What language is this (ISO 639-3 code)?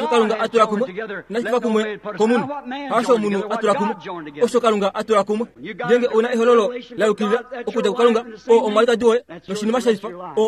kua